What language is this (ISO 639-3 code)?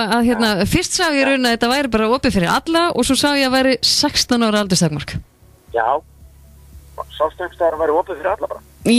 isl